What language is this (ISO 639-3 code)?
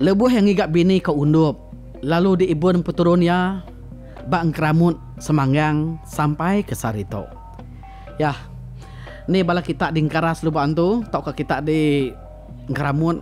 iba